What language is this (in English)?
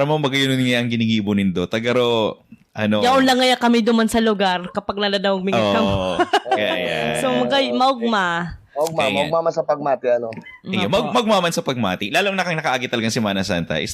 Bikol